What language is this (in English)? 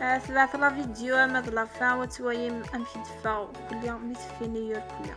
Kabyle